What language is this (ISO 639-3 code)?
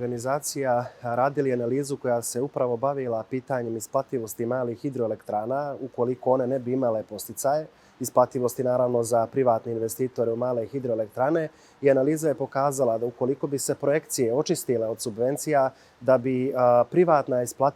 bos